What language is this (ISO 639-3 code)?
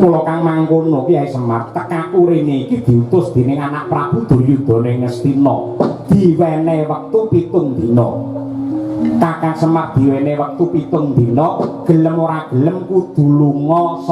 jav